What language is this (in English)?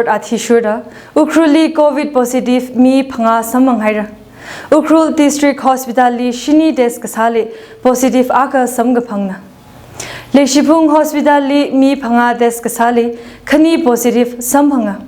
Tangkhul Naga (India)